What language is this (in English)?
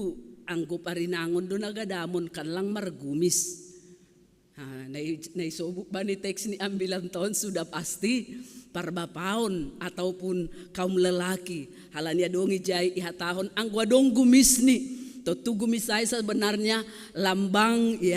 Batak Simalungun